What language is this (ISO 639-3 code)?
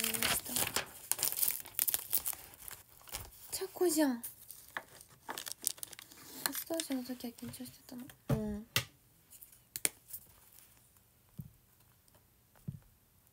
jpn